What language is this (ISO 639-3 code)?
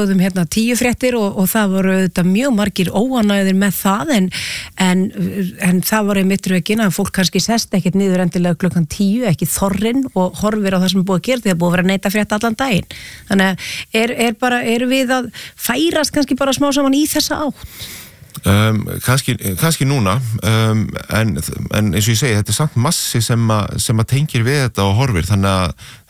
isl